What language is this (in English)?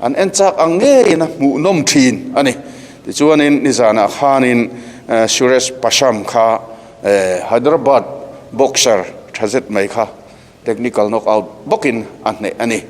Mizo